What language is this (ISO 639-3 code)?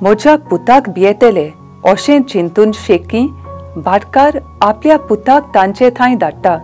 kok